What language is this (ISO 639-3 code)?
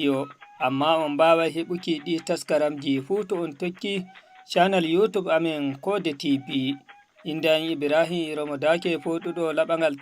ful